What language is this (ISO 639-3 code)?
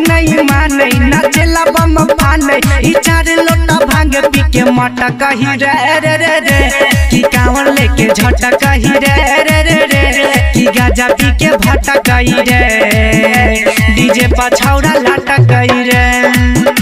bho